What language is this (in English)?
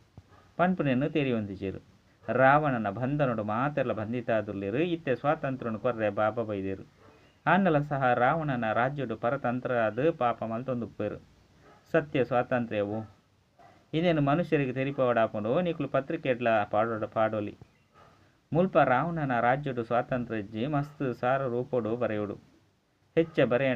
Tulu